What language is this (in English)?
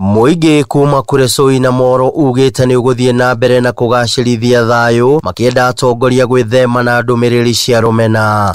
Kikuyu